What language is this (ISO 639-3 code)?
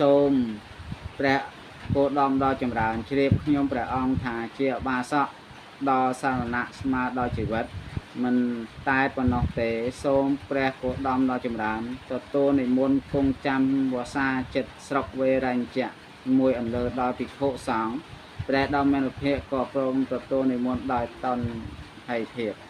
khm